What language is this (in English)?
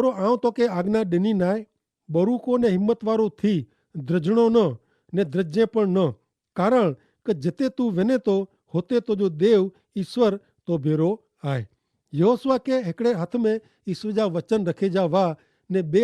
Kachhi